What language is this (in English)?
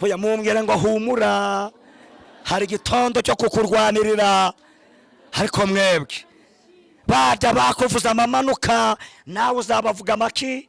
Kinyarwanda